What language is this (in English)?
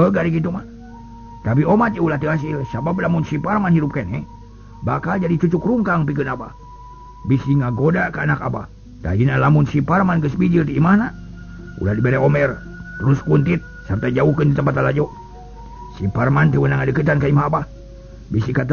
Sundanese